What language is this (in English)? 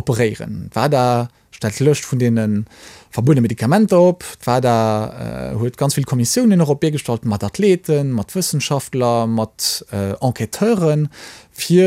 Luxembourgish